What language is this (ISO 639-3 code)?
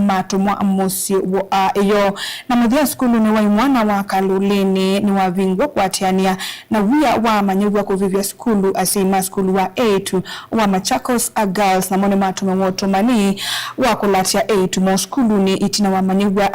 kam